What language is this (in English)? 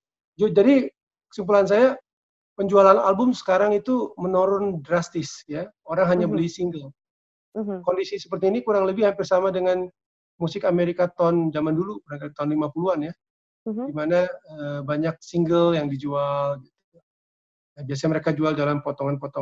Indonesian